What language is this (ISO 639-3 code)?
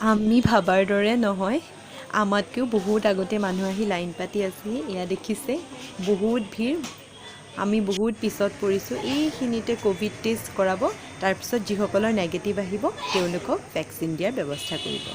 asm